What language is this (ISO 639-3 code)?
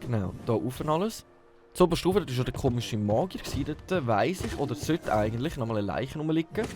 gsw